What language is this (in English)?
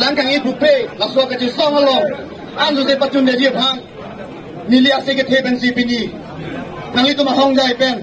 Karbi